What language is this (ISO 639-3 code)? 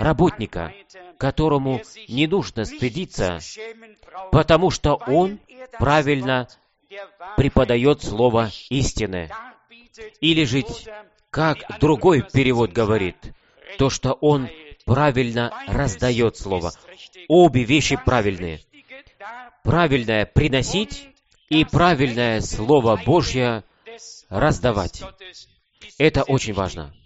rus